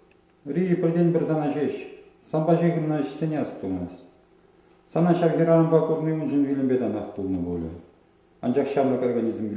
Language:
Chuvash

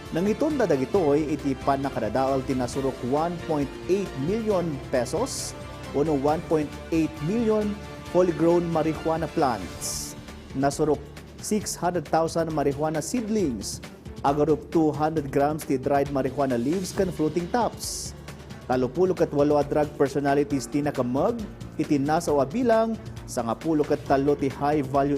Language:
Iloko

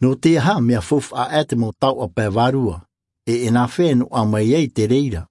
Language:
Tahitian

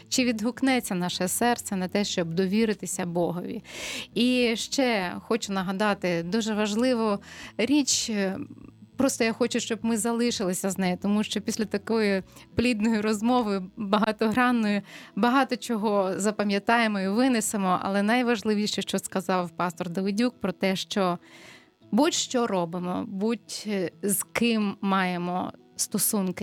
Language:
Ukrainian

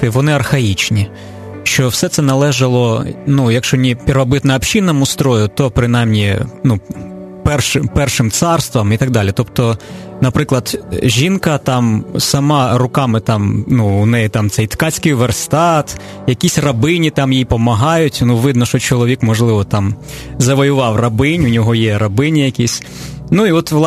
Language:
Ukrainian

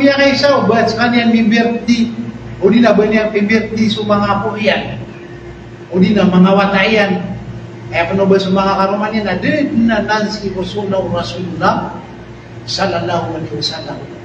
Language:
Maranao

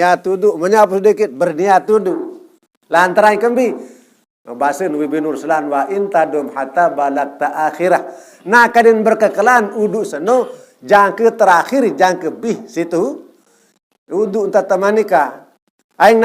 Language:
Sasak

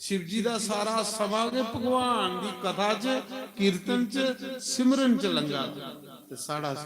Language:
Dogri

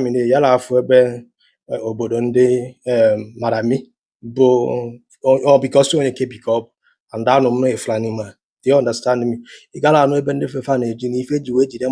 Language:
Igbo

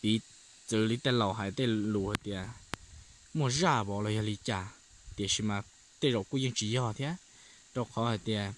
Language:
Hmong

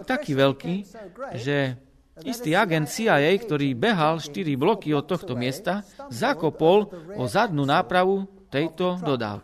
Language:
Slovak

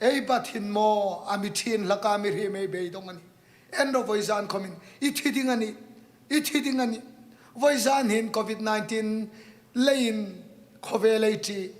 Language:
Hmar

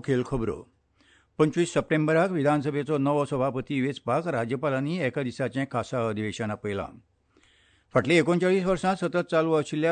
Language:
Konkani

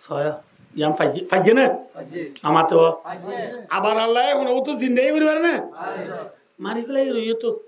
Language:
Rohingya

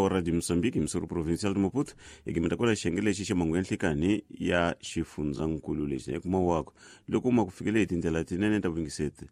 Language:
Tsonga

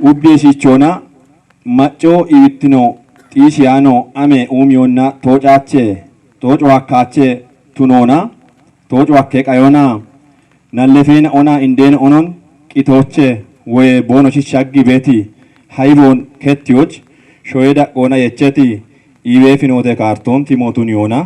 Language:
Kafa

